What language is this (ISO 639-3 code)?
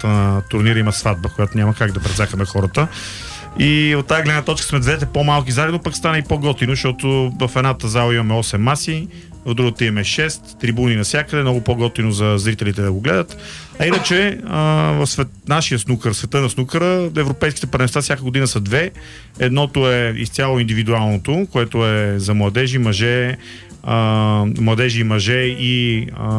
bul